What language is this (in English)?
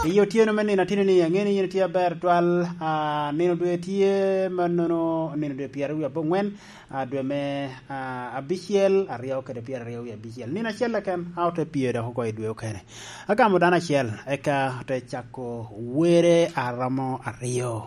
Lango (Uganda)